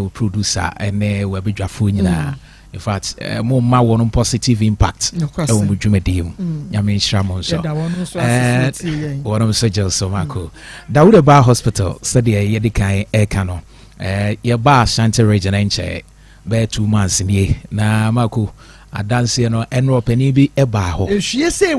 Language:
Akan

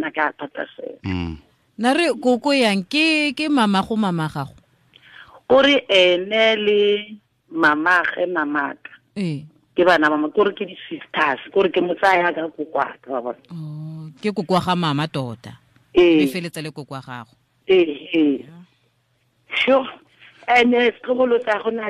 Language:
Tswana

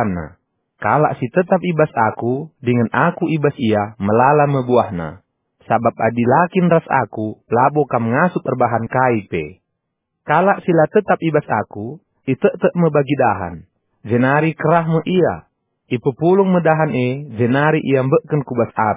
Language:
Batak Karo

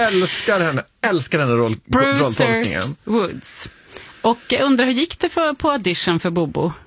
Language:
Swedish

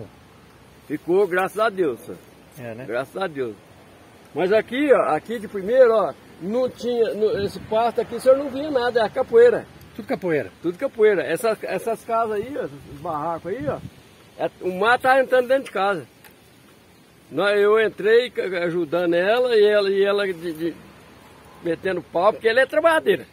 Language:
Portuguese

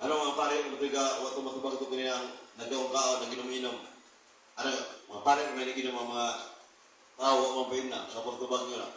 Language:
Cebuano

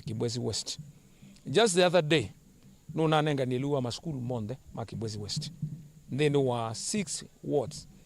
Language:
Kamba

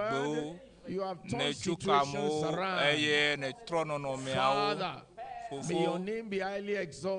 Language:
Ewe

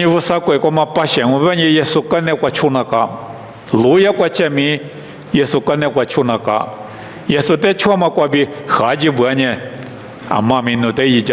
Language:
Lisu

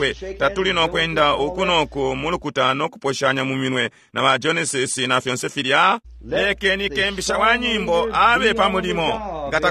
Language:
Bemba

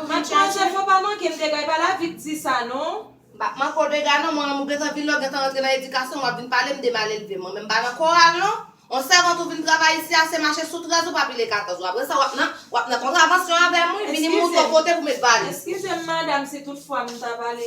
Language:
Haitian Creole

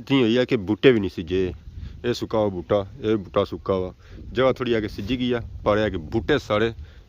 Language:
Pahari-Potwari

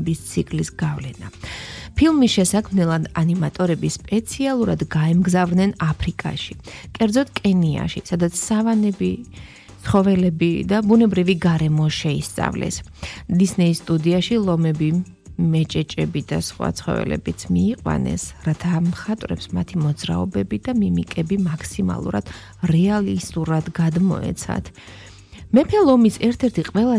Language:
Georgian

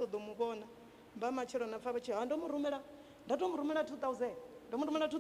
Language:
Venda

